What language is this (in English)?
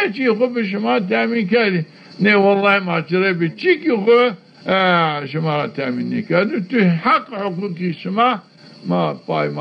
Zaza